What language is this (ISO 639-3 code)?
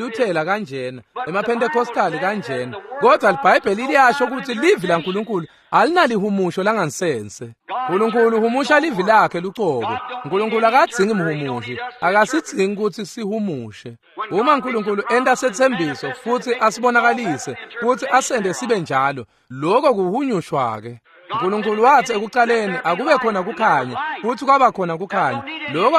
ssw